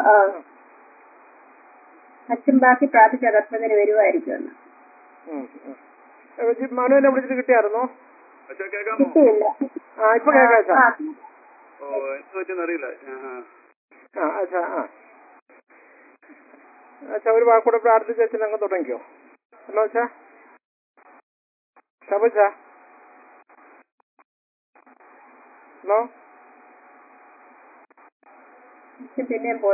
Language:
Malayalam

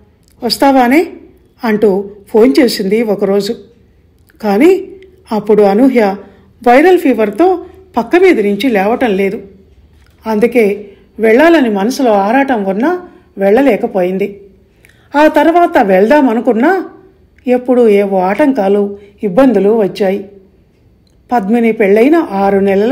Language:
Telugu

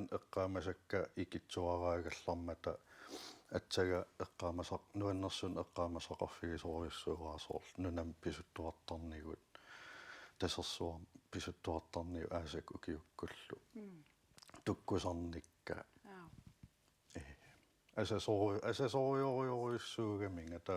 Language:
Kalaallisut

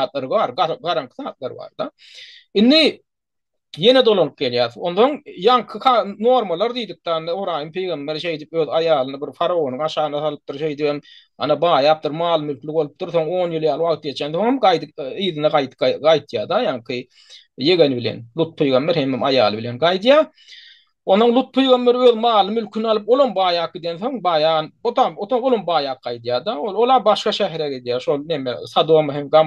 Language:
Turkmen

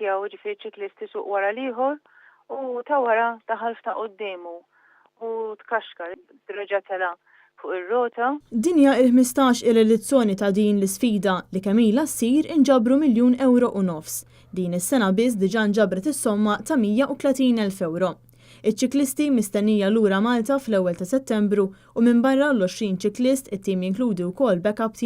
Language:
Maltese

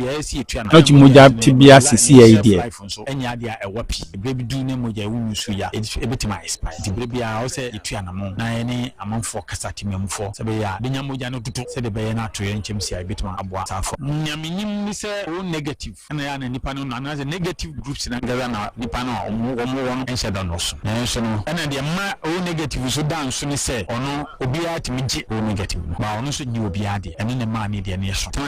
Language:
Akan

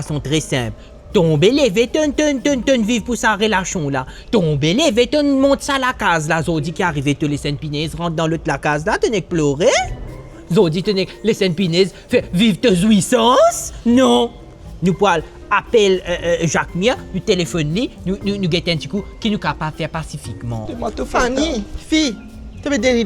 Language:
Morisyen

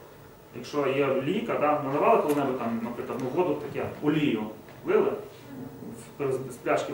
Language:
Ukrainian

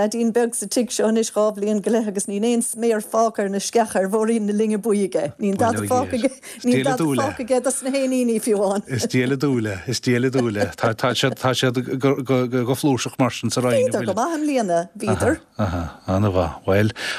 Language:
Irish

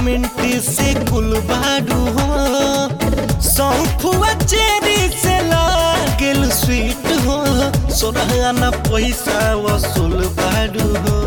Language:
Bhojpuri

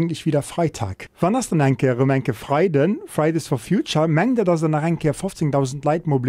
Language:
Luxembourgish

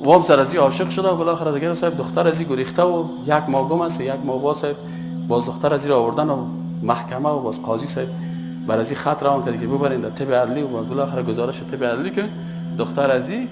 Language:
Persian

